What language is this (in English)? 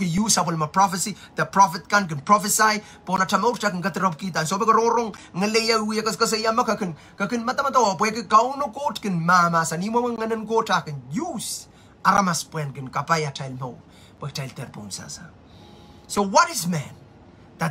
Pohnpeian